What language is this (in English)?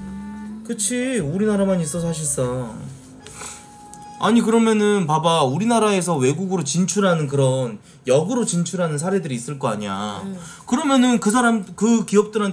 Korean